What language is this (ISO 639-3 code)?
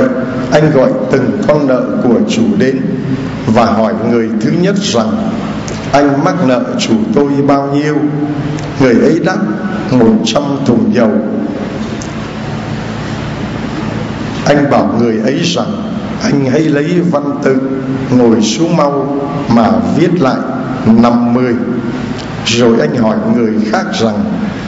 vie